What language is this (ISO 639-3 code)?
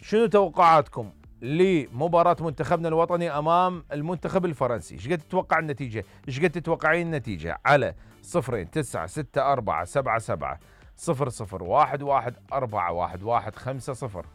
acm